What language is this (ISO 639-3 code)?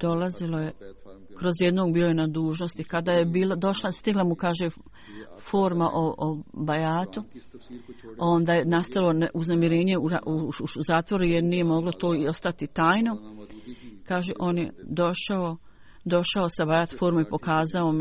bos